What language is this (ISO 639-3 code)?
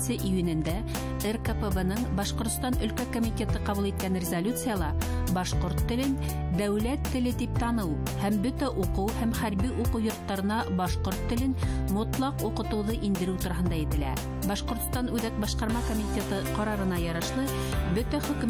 bak